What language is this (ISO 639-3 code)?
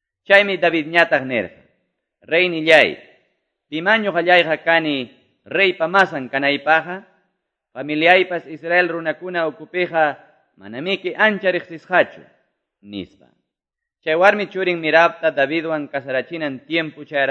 que